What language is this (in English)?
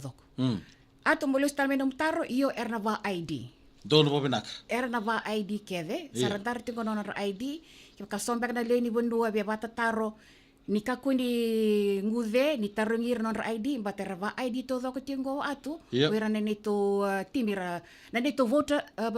Fijian